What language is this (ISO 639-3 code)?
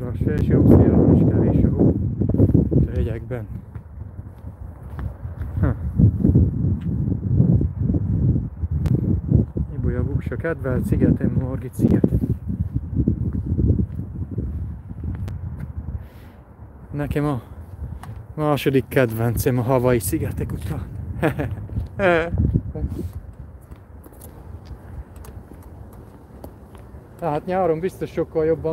hun